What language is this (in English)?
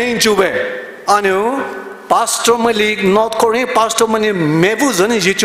Poumei Naga